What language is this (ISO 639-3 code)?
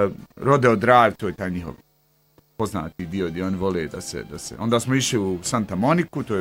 bos